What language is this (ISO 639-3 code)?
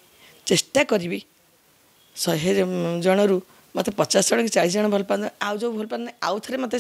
ori